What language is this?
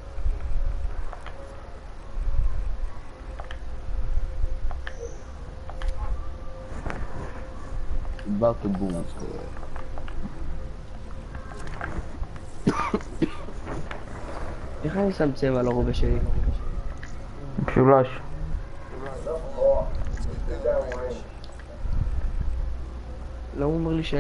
Hebrew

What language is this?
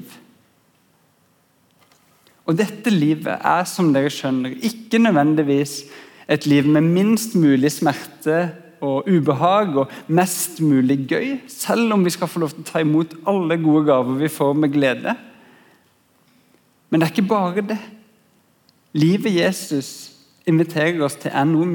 Norwegian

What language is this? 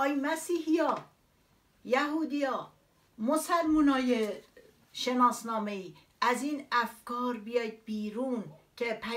Persian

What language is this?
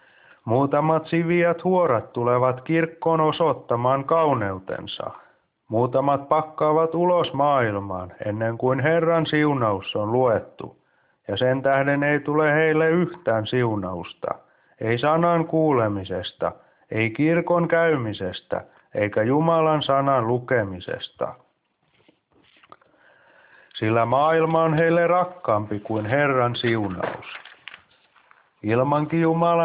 Finnish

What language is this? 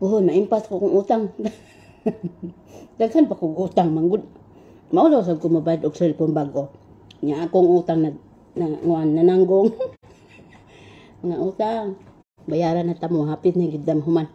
Cebuano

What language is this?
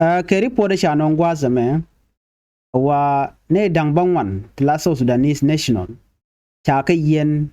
Nuer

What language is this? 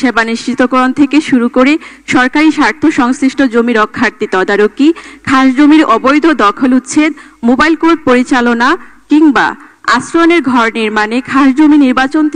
Bangla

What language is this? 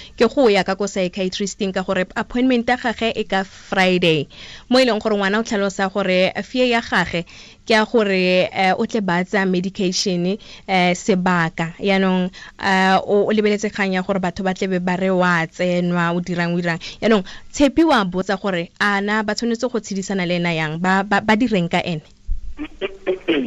Tswana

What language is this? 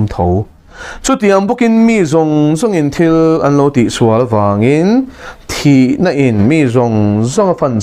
Mizo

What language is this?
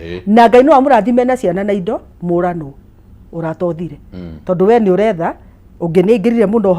Kikuyu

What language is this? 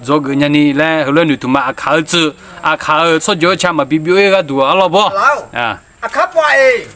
Akha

